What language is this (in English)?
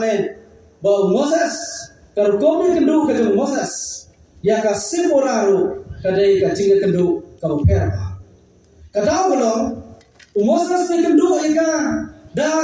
Khasi